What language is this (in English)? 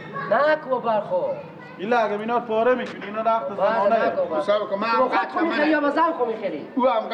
Persian